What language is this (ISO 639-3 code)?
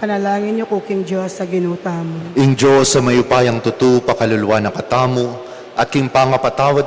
pam